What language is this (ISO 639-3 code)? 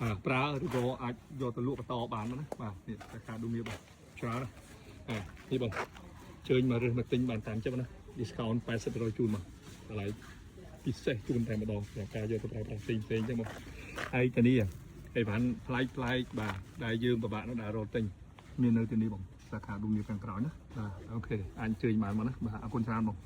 khm